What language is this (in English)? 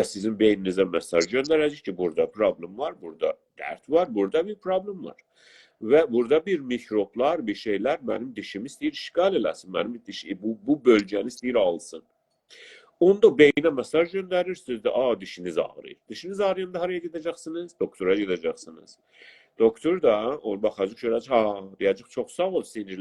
South Azerbaijani